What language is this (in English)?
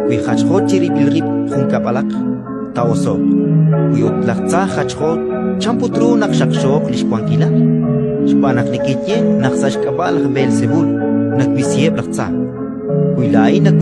Kekchí